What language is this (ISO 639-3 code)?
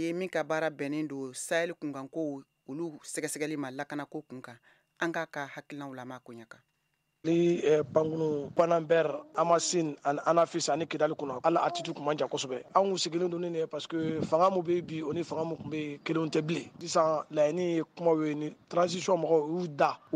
bam